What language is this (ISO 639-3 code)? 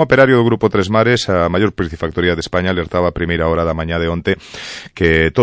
glg